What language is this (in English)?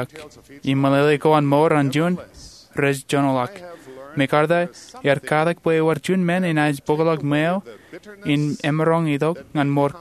Marshallese